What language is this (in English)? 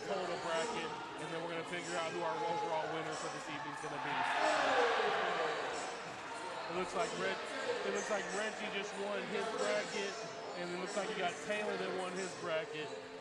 English